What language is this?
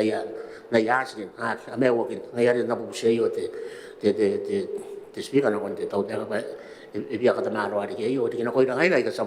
Gilbertese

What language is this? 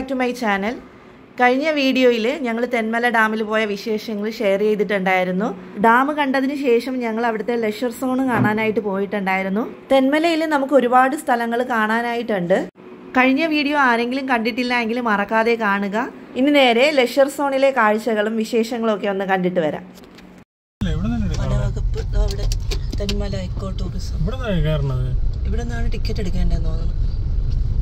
Malayalam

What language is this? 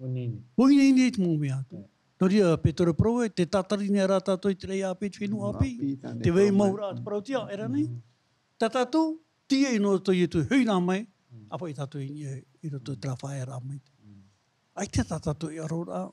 Tahitian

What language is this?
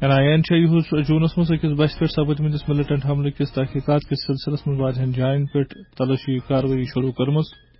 Kashmiri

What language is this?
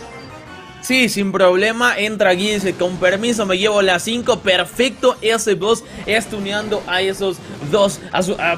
Spanish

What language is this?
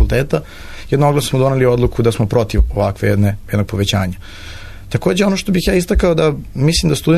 Serbian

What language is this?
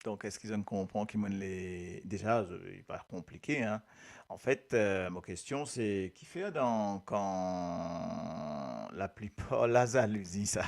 Morisyen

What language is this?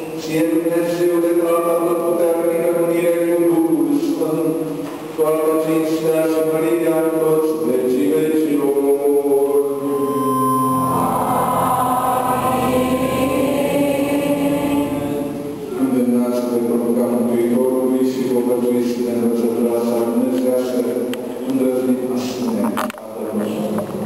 Romanian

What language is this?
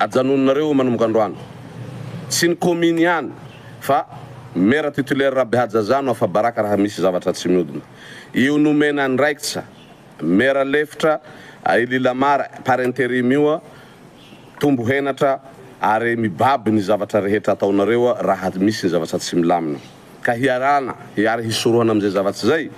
Malagasy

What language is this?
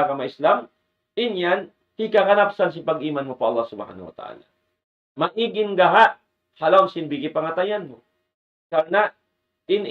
Tausug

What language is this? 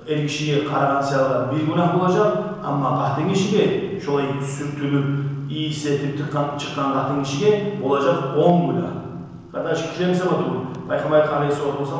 Kumyk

